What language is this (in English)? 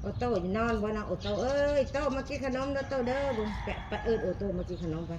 Northeastern Thai